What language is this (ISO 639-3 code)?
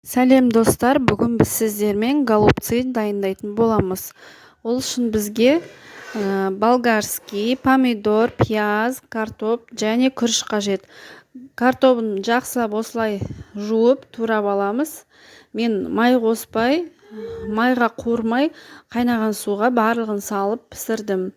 kaz